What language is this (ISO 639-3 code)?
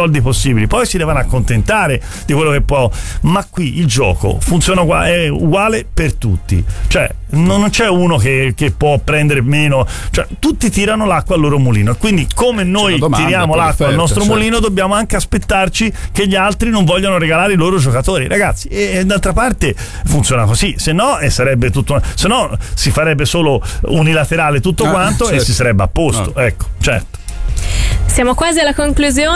ita